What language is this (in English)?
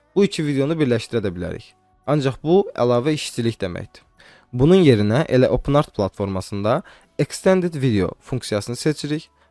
Azerbaijani